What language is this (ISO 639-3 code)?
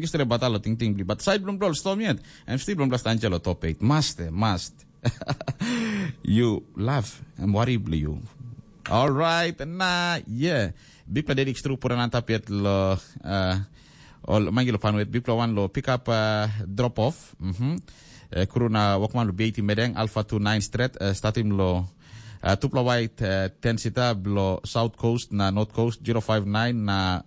tpi